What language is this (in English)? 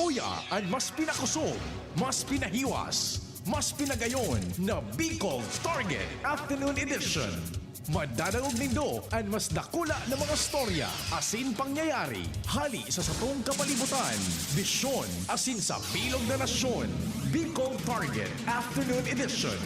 Bikol